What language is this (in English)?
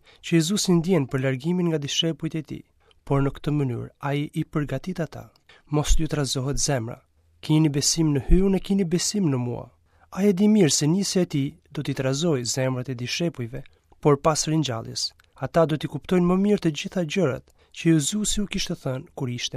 Albanian